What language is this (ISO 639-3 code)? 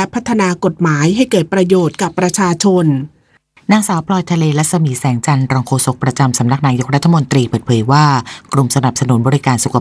tha